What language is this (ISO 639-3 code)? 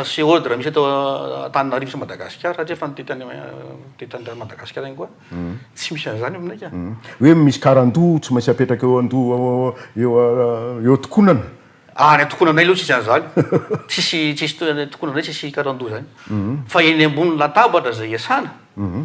mlg